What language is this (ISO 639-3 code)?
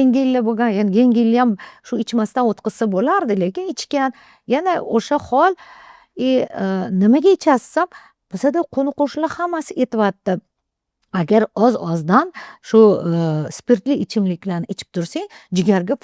uzb